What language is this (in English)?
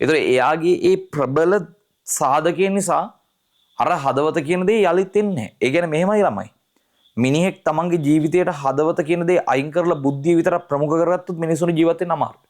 Sinhala